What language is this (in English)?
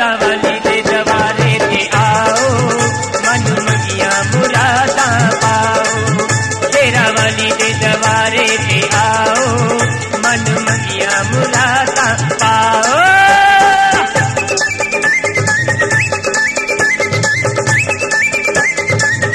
Punjabi